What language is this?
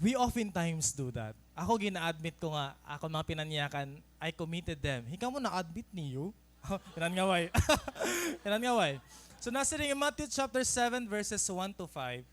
Waray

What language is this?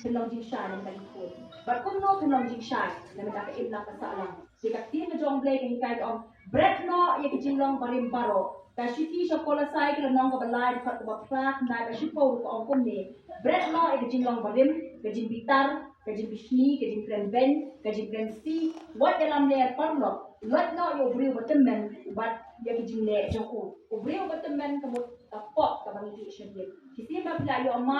Khasi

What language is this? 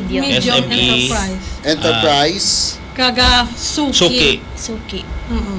Filipino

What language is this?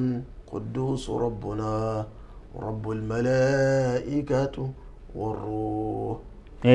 Ganda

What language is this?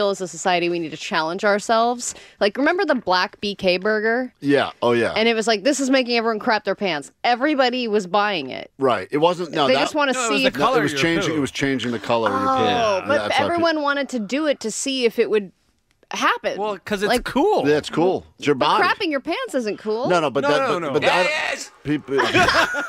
English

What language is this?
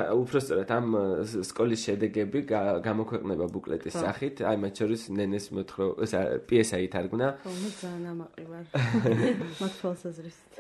Georgian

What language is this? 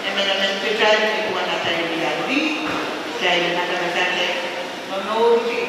Pohnpeian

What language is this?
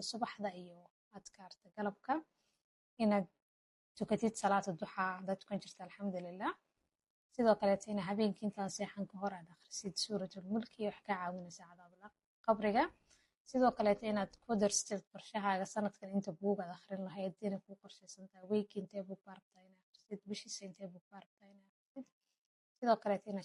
Somali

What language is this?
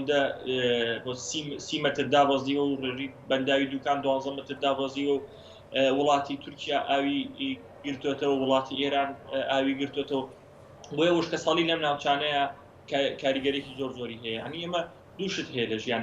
Central Kurdish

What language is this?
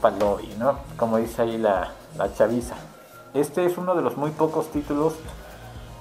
Spanish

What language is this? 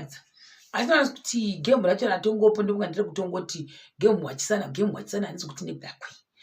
Shona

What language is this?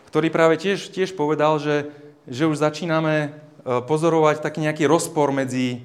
Slovak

